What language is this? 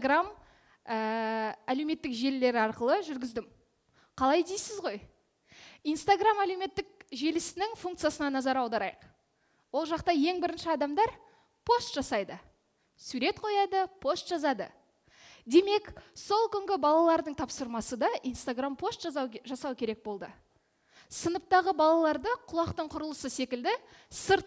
Kazakh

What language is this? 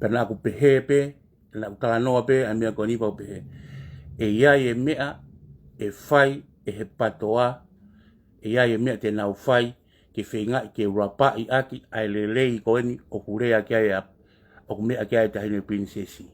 Tongan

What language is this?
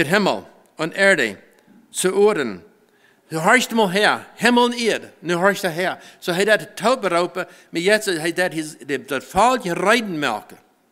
Plautdietsch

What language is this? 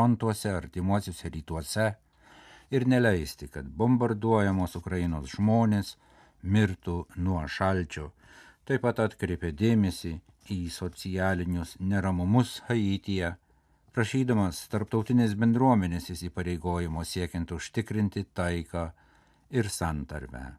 Lithuanian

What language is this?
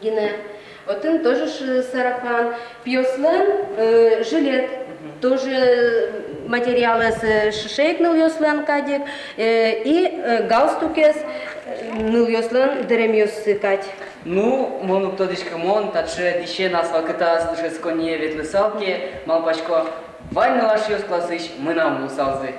Udmurt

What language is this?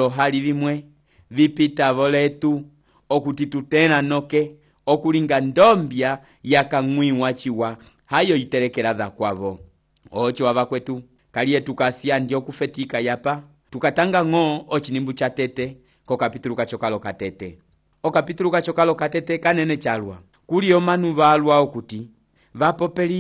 Umbundu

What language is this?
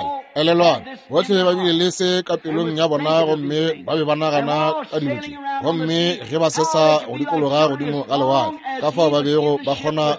Northern Sotho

